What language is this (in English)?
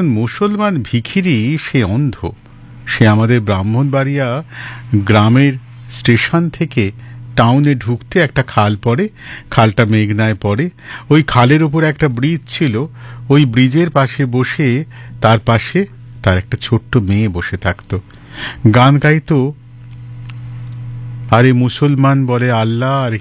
Bangla